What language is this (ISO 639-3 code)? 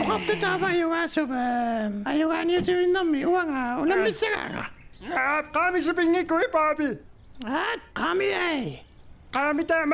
kal